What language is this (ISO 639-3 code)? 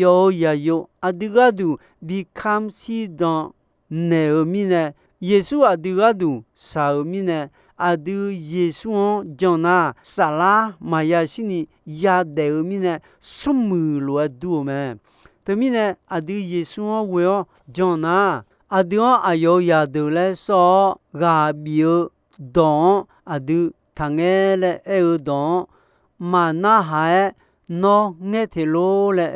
ahk